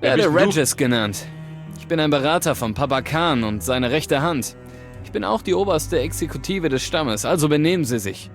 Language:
Bavarian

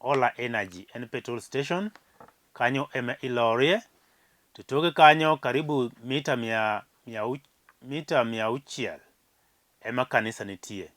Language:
Luo (Kenya and Tanzania)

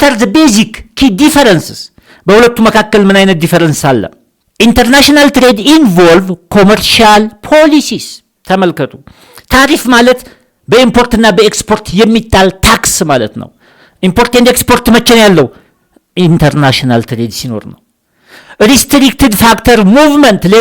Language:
Amharic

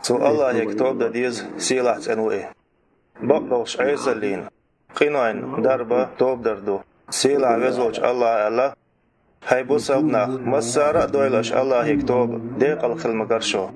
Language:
Chechen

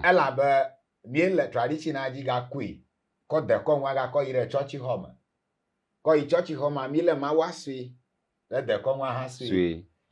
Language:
Ewe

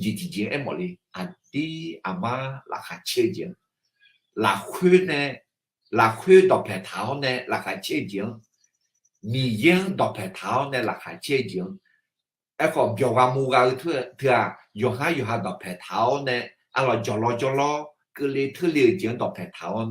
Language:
Akha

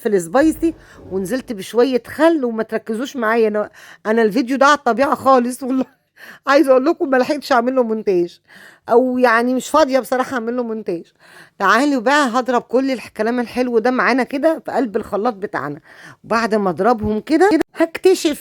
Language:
Egyptian Arabic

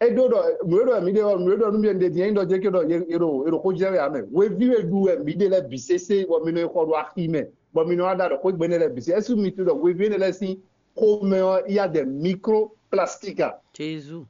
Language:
Fon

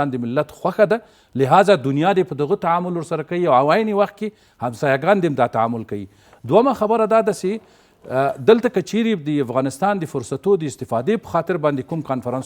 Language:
Pashto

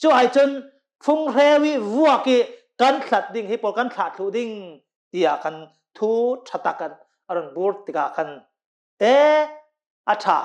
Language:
Hakha Chin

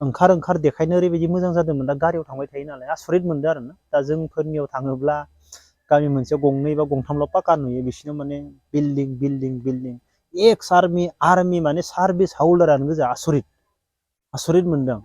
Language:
Bodo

